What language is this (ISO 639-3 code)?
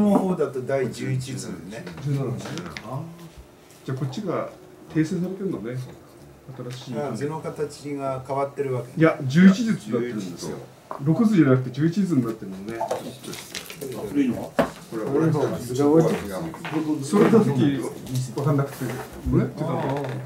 jpn